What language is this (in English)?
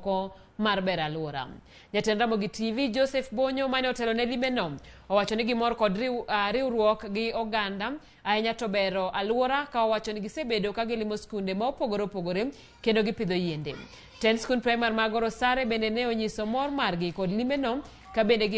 Luo (Kenya and Tanzania)